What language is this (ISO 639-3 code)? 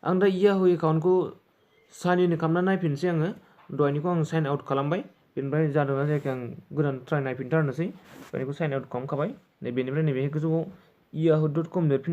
brx